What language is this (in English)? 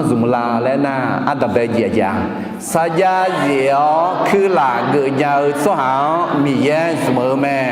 Akha